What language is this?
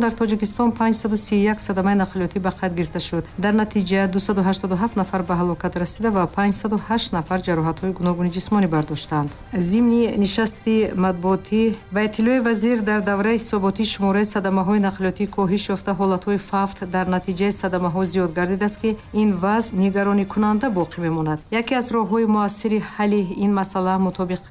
Tajik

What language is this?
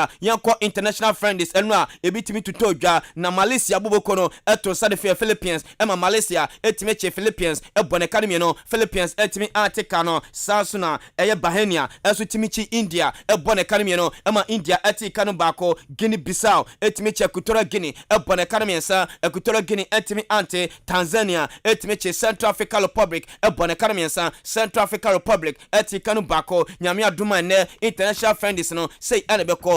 Akan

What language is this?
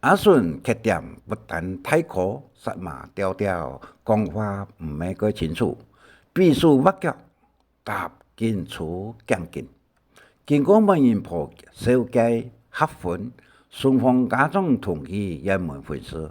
Hakka Chinese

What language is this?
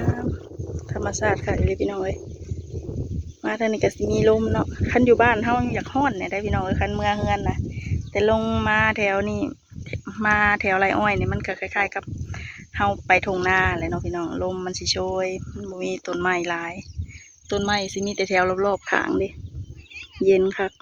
Lao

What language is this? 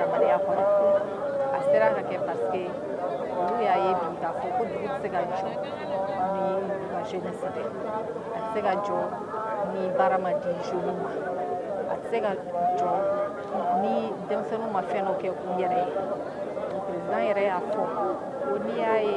Bambara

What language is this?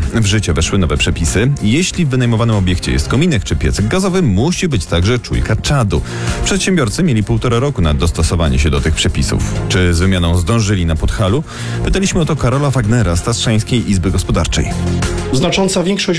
Polish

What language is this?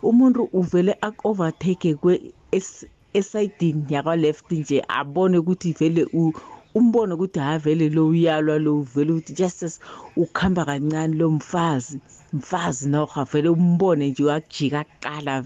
South Ndebele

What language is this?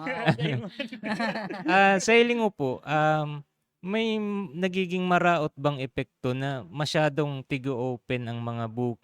Bikol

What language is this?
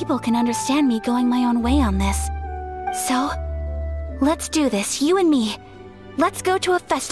English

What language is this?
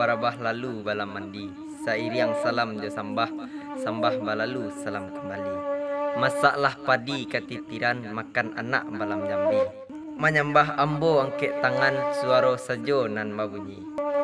Minangkabau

